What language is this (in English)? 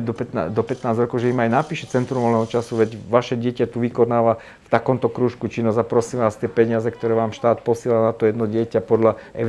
Slovak